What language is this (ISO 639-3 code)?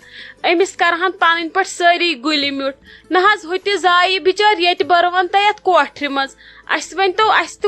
kas